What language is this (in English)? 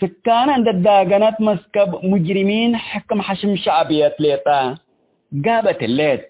Tigre